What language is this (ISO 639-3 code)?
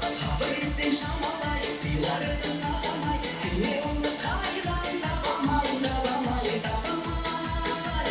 kaa